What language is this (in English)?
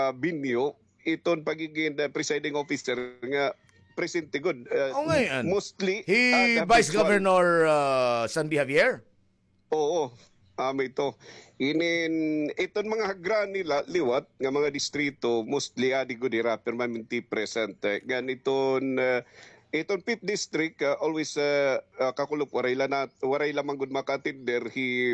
Waray